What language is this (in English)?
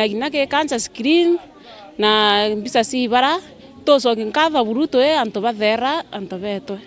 Meru